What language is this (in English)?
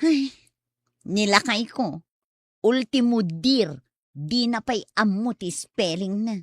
Iloko